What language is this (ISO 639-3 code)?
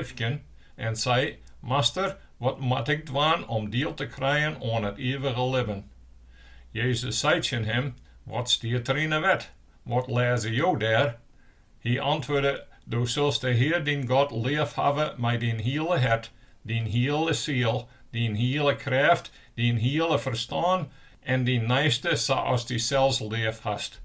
fry